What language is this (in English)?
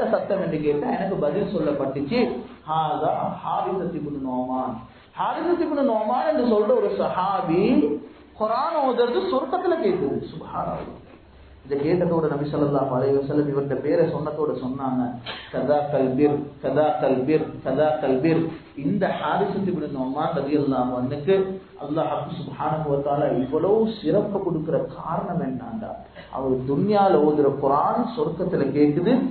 Tamil